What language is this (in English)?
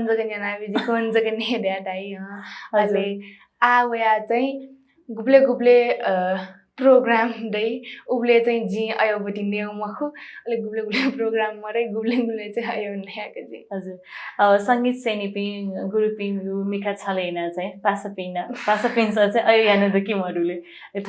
Newari